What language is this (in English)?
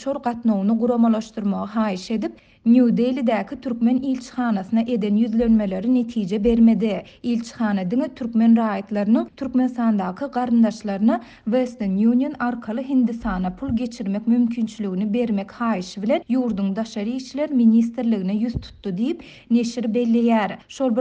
Turkmen